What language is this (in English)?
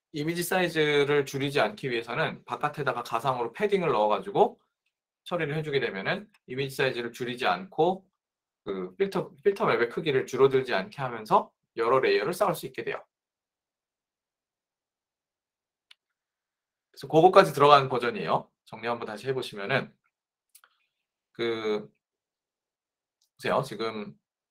Korean